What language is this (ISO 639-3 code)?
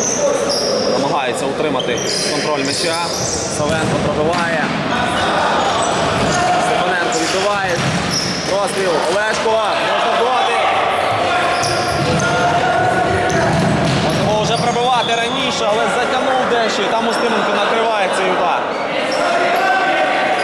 ukr